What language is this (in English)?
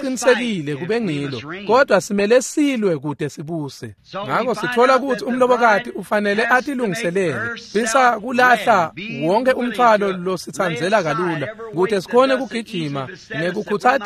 Swati